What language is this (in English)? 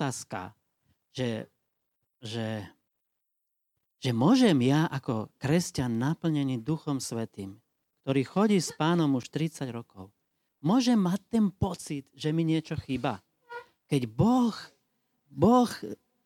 Slovak